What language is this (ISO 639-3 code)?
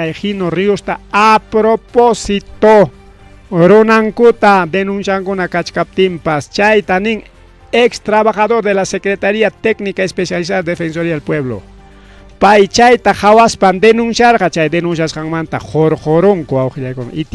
quy